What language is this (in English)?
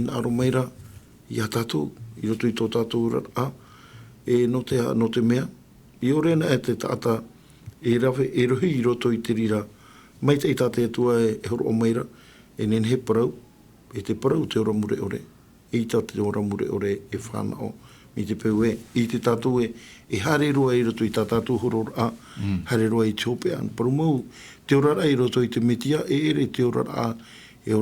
Tahitian